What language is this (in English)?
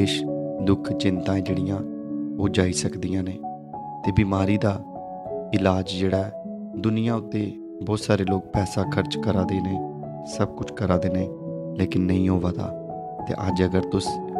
Dogri